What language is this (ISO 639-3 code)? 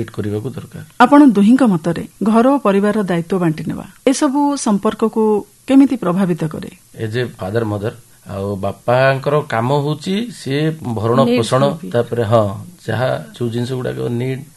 ori